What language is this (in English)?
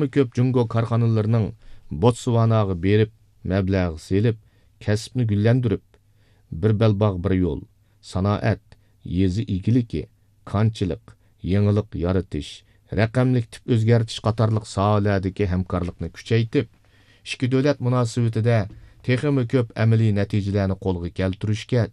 Uyghur